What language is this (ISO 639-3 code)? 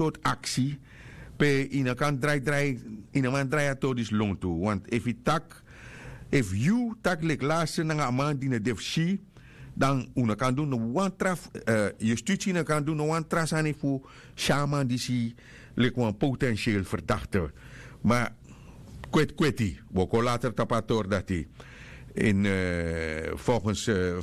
srn